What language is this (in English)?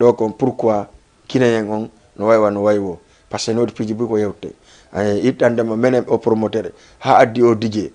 Fula